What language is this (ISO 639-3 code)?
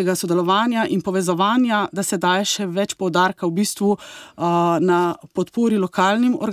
slv